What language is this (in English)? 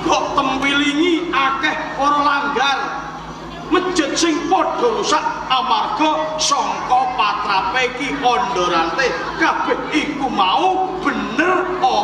Javanese